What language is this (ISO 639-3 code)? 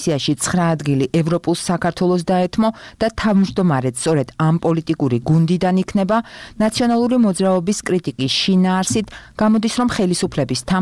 kat